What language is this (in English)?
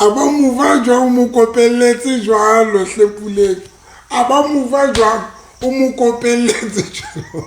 Southern Sotho